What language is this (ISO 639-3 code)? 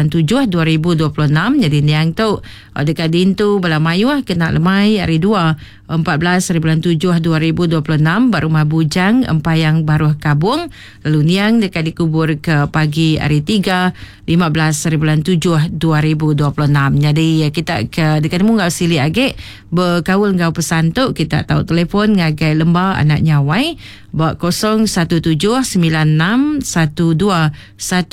iba